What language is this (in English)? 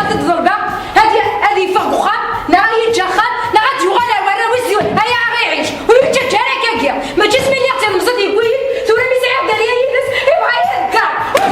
Kabyle